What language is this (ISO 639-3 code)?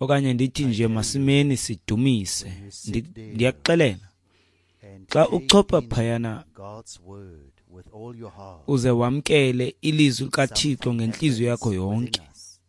xho